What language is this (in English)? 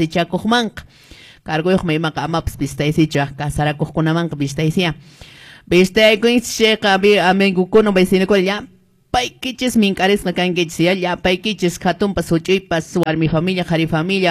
Quechua